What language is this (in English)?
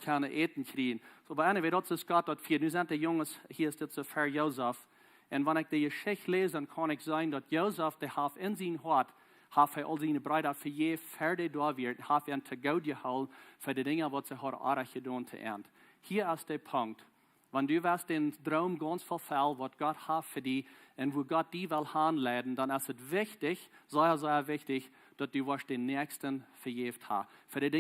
Plautdietsch